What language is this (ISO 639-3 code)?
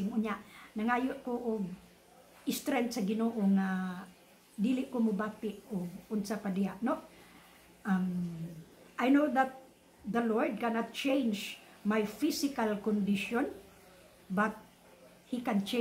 ceb